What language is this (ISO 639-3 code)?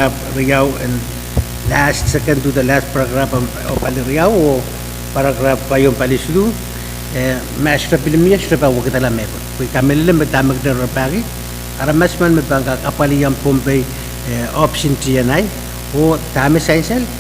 pon